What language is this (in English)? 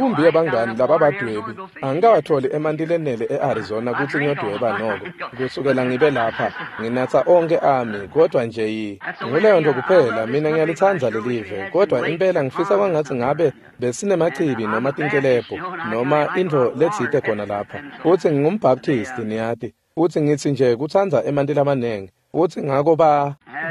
Swati